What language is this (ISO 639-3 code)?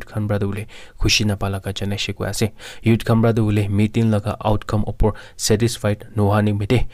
nag